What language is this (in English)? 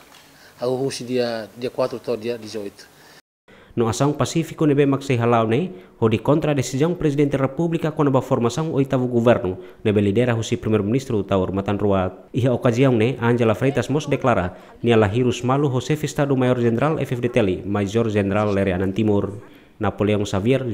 Tetum